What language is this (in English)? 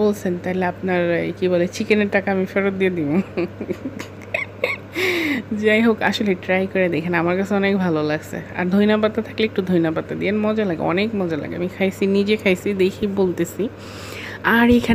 Bangla